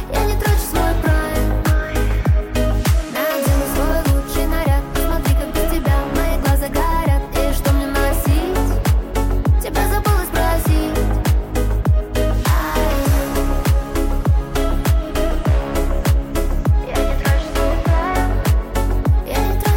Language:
Russian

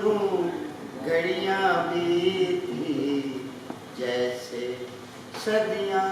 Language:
Saraiki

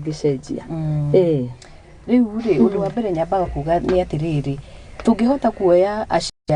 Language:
Kikuyu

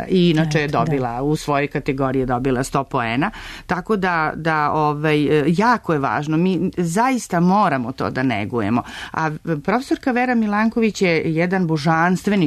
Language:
Serbian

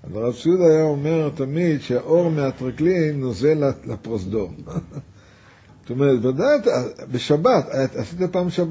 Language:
Hebrew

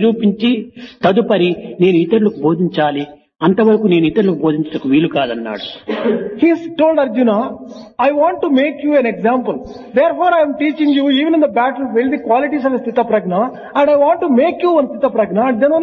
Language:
Telugu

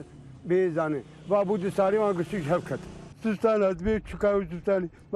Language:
Kurdish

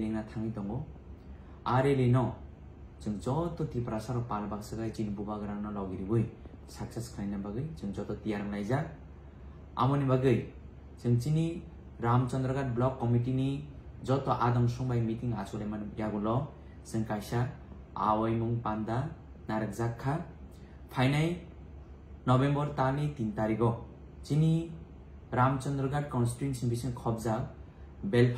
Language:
Kok Borok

